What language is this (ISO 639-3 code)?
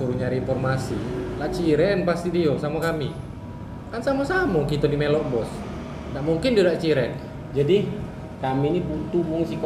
ind